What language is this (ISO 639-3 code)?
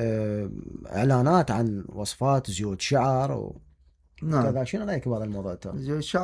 acm